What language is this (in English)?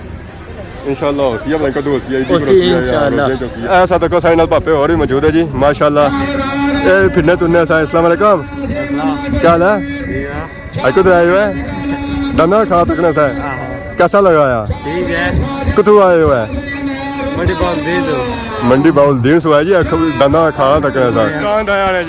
Pahari-Potwari